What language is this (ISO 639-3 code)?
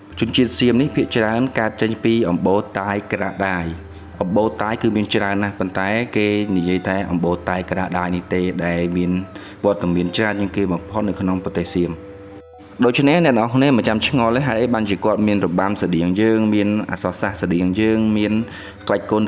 khm